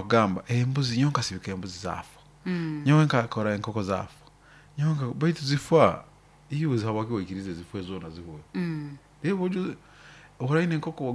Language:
Nyoro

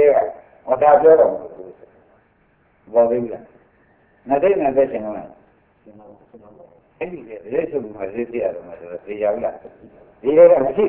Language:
Burmese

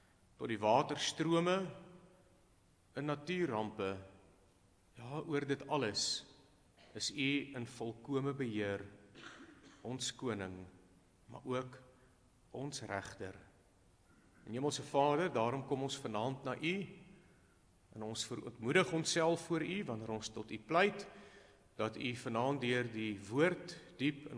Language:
Afrikaans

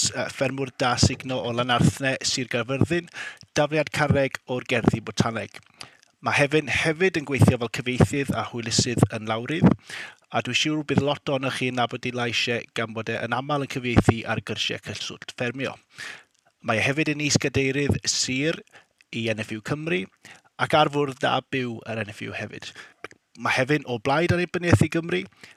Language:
Welsh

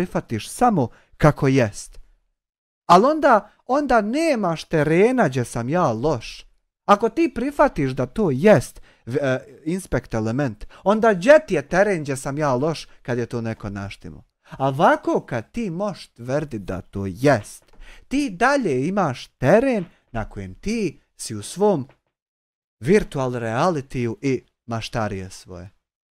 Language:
Bosnian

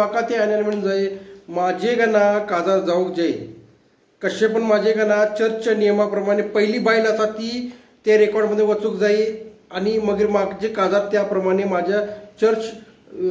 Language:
Konkani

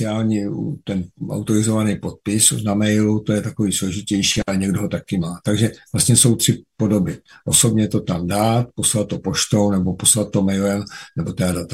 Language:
Czech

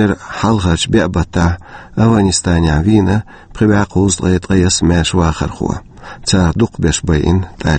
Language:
Chechen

